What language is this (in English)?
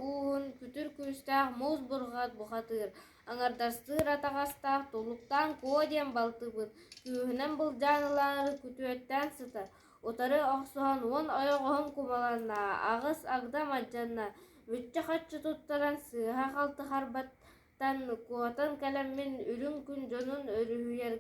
Yakut